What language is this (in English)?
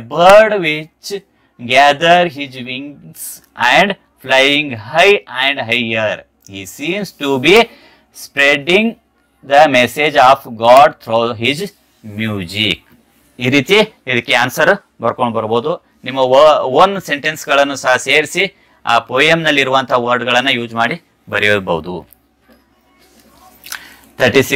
Kannada